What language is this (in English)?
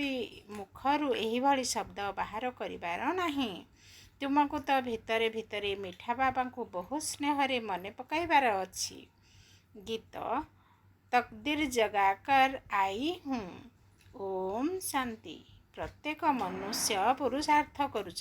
Odia